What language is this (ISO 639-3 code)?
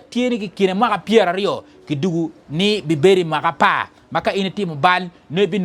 ach